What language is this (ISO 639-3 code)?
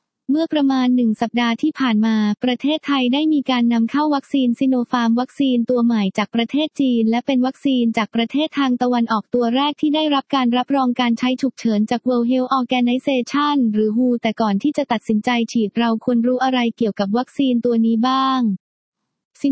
tha